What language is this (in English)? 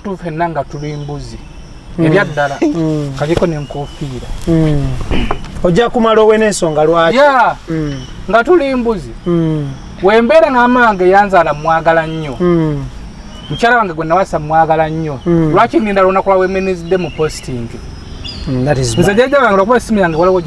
Ganda